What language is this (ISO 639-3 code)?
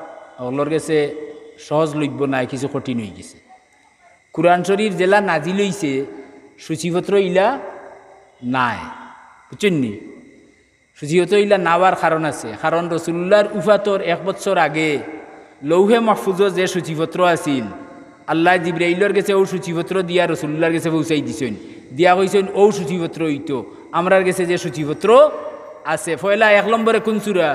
syl